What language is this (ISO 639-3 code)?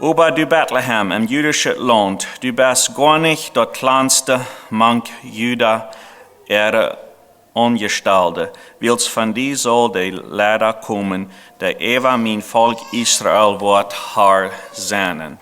pdt